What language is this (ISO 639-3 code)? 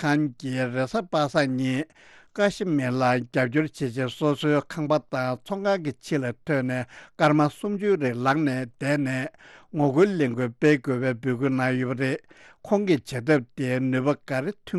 bod